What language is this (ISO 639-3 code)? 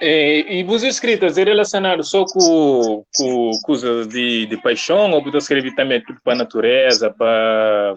kea